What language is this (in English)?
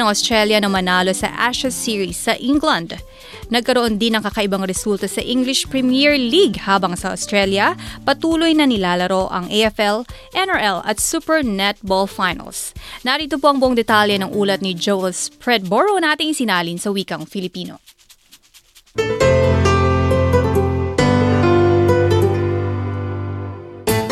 Filipino